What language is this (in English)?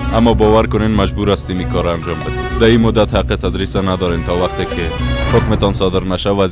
Persian